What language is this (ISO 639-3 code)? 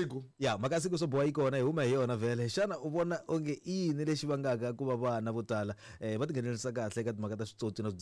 tso